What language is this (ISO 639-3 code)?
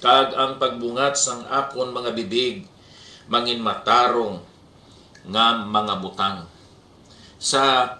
hil